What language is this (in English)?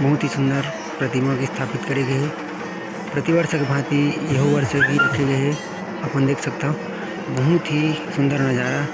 Chhattisgarhi